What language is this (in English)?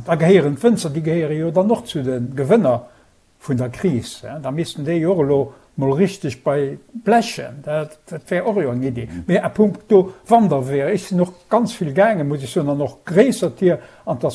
Luxembourgish